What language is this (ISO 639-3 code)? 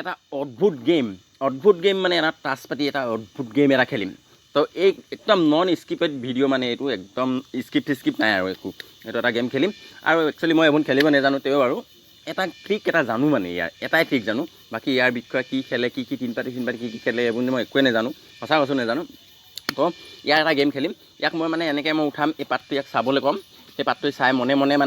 asm